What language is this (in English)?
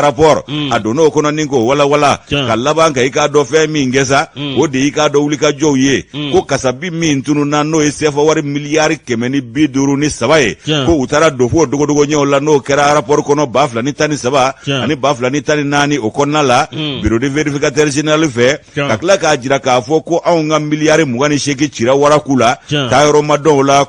Bambara